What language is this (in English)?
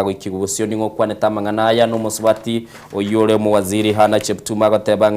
Gusii